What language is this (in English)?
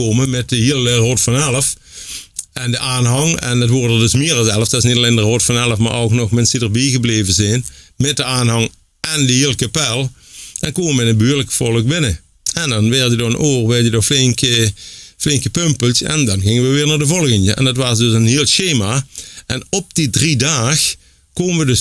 Limburgish